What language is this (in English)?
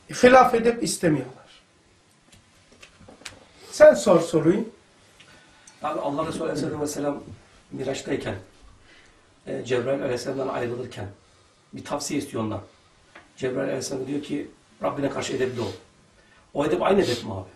Turkish